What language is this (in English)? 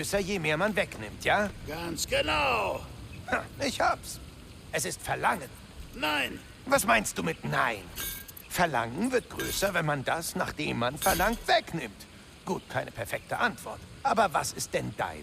Bavarian